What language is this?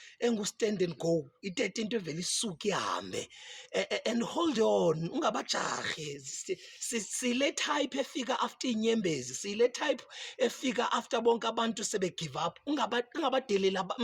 Zulu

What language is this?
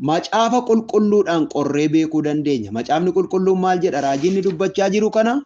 Oromo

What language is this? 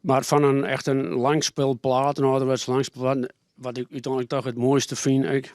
Western Frisian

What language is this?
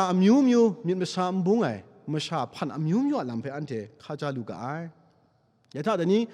Kachin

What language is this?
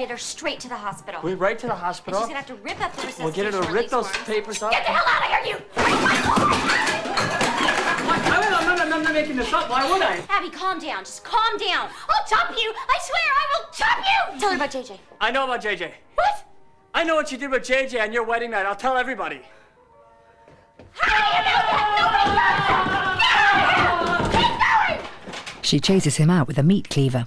English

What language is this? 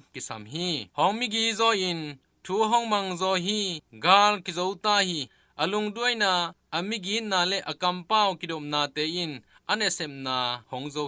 Tedim Chin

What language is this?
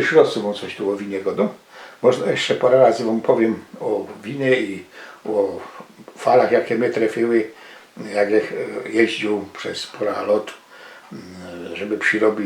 Silesian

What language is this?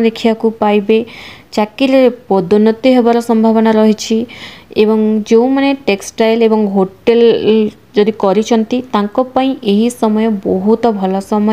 Odia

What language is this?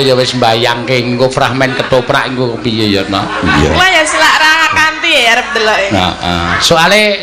Javanese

